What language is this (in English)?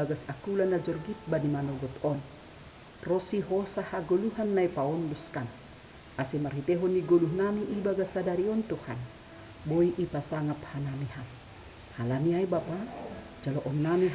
Batak Simalungun